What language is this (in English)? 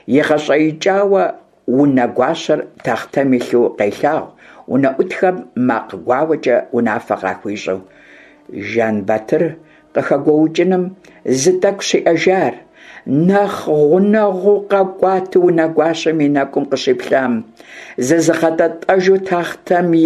Kabardian